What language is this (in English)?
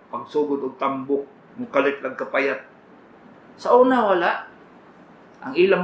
Cebuano